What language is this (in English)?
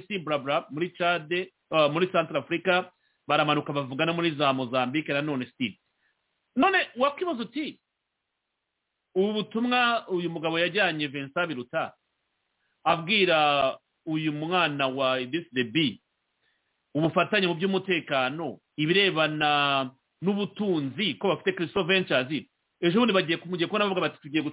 Kinyarwanda